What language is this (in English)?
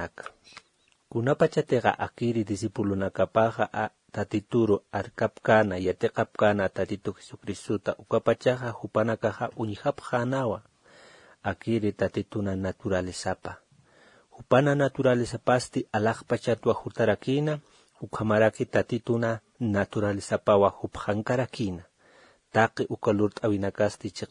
Aymara